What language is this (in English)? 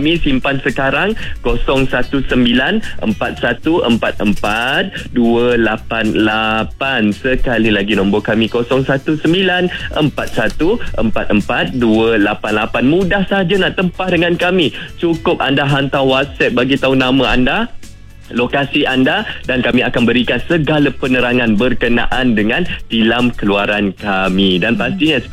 Malay